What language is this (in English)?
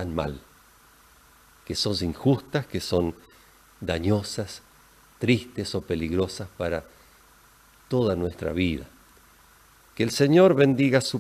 Spanish